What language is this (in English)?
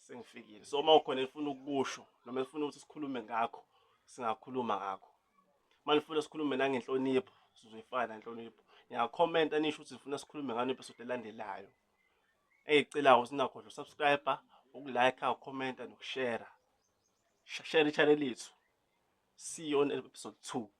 Zulu